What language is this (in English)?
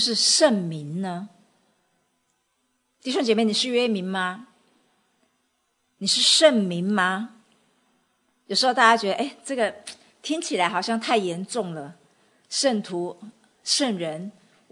Chinese